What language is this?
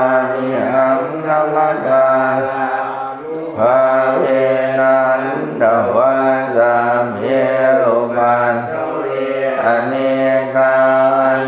Pali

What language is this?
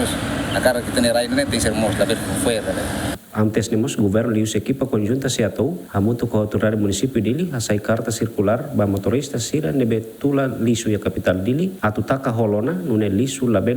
Tetum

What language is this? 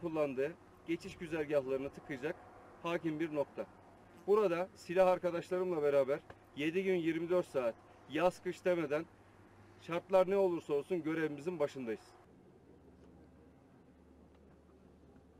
Turkish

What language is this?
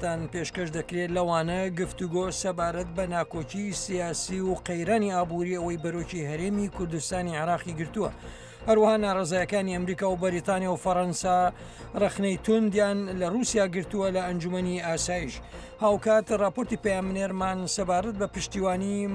Central Kurdish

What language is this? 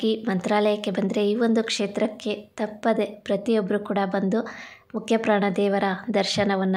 Kannada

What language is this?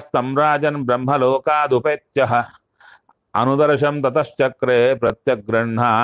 Kannada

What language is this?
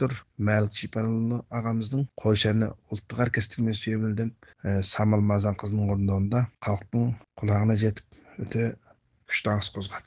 Kazakh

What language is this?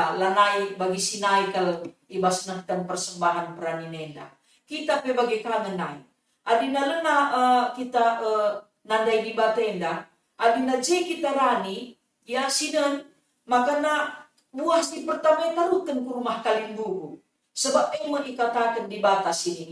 Batak Karo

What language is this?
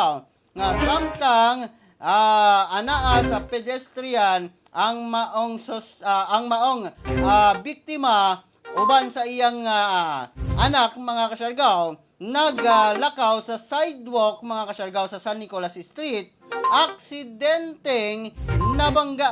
Cebuano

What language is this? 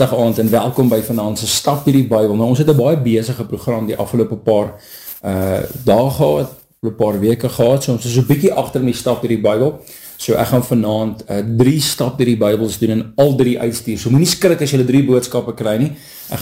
Afrikaans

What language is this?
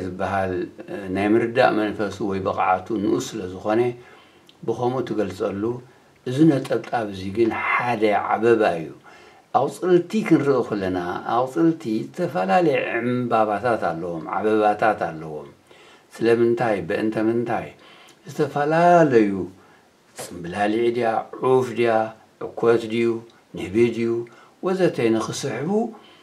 Tigrinya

